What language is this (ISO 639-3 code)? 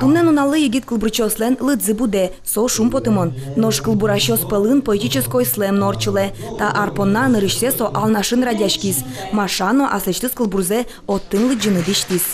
udm